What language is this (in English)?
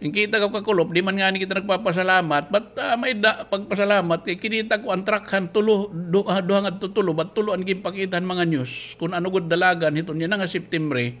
Waray